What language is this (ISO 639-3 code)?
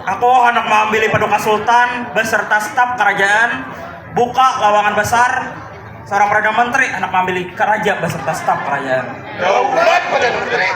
bjn